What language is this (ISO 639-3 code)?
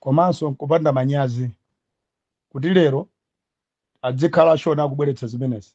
nya